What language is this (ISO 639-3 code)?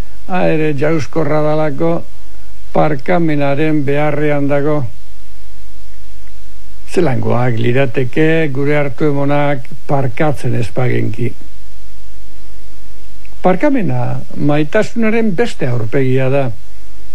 eus